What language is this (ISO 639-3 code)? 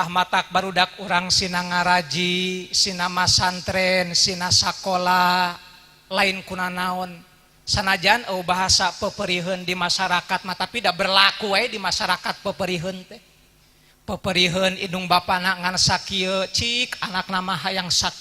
sun